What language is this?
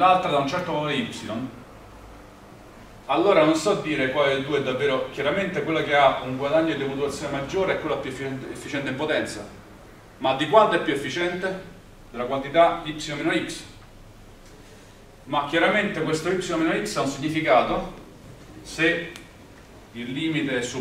Italian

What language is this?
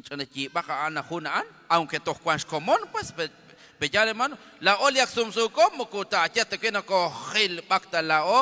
Kekchí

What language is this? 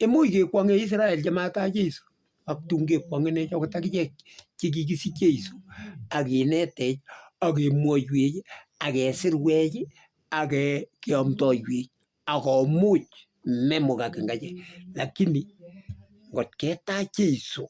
Kalenjin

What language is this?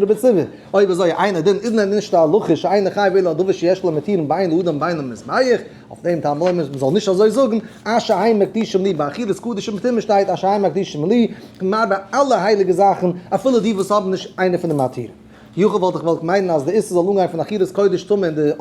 Yiddish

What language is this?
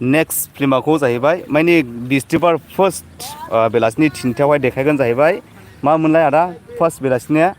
Bodo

